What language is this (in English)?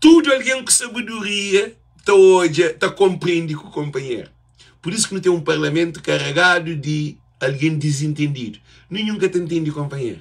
Kabuverdianu